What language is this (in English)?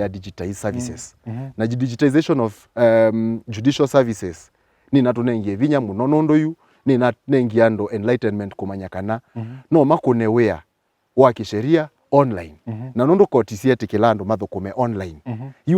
Kamba